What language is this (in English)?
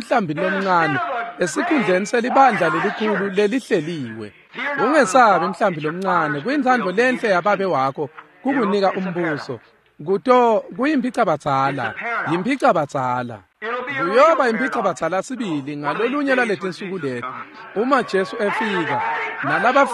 Swati